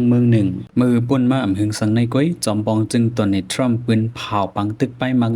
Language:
Shan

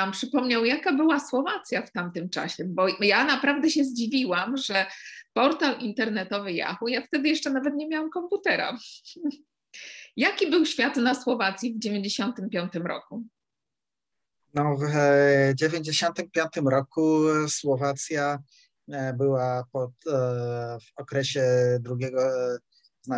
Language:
Polish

